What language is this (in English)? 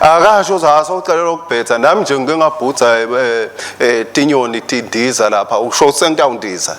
Swati